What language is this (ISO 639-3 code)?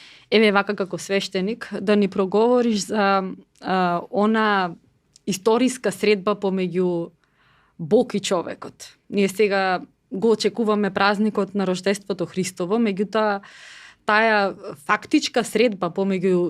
mkd